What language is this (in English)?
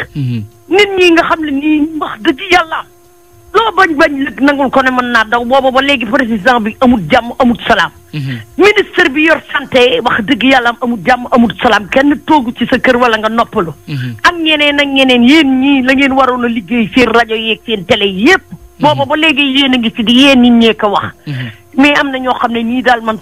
Wolof